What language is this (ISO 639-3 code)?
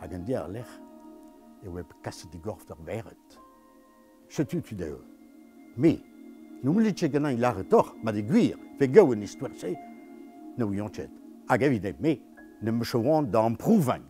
bre